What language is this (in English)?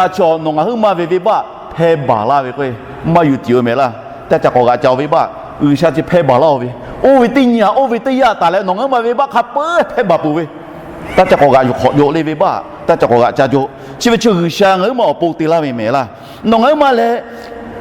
Lahu